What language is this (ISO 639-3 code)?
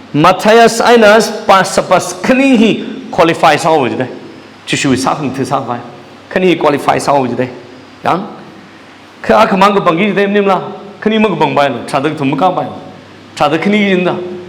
nmf